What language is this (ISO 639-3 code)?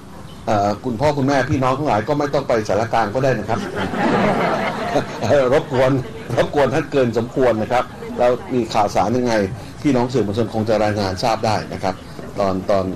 tha